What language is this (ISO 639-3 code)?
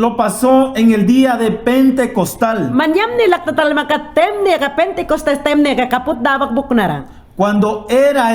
yan